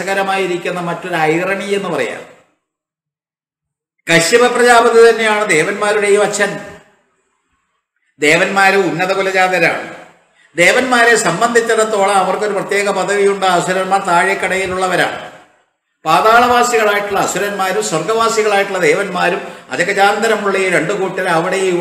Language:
Malayalam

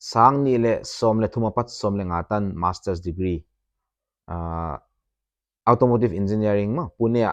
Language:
Paite Chin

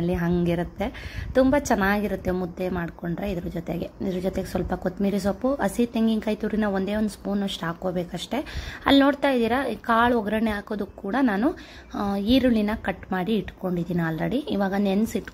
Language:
Kannada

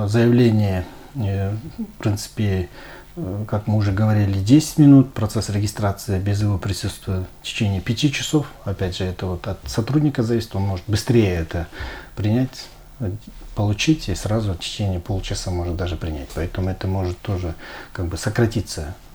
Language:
Russian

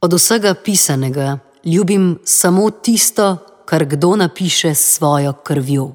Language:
Slovenian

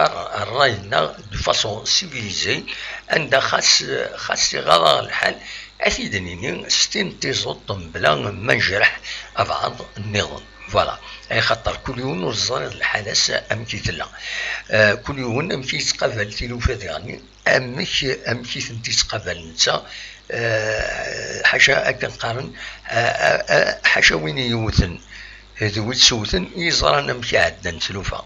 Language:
Kabyle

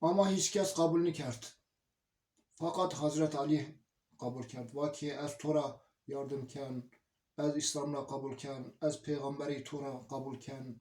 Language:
Zaza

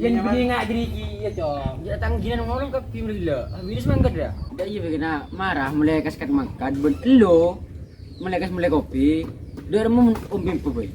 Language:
Madurese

